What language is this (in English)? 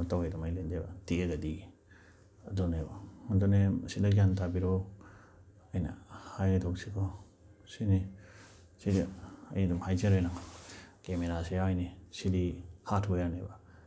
Manipuri